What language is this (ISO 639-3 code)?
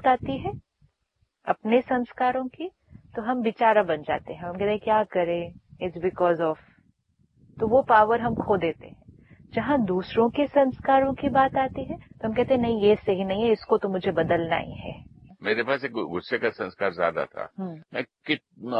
hin